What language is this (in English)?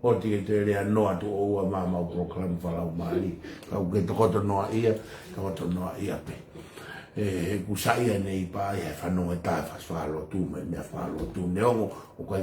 Tongan